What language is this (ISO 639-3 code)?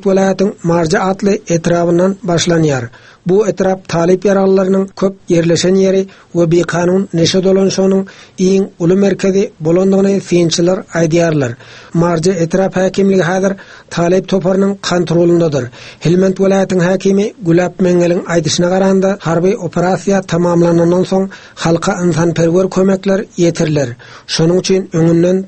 tuk